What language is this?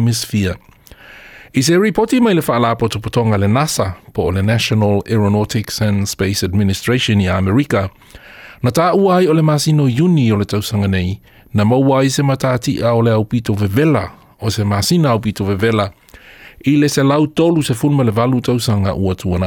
Samoan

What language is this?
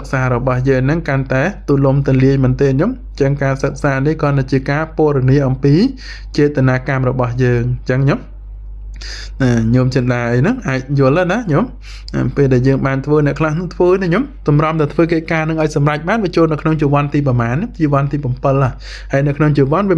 Khmer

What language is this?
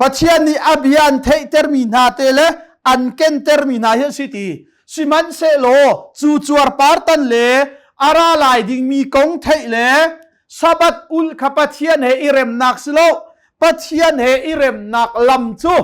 Hakha Chin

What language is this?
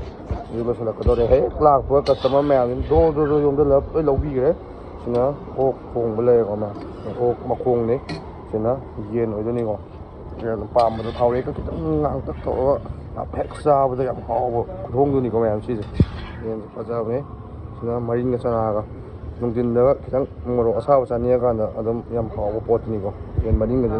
Manipuri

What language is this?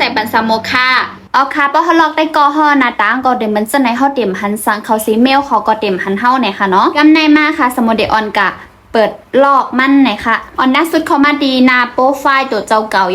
Shan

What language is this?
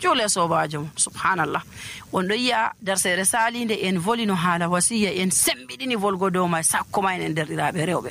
Nigerian Fulfulde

